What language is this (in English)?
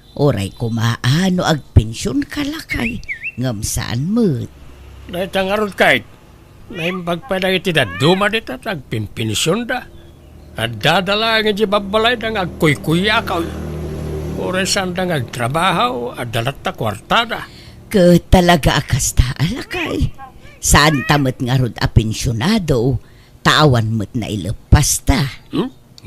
Iloko